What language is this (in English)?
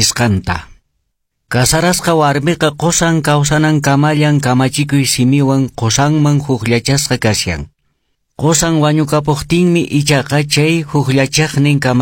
Quechua